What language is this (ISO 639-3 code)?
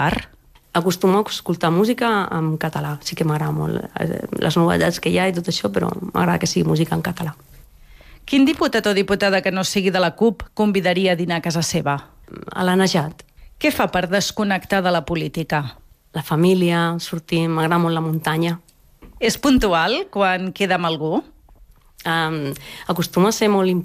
cat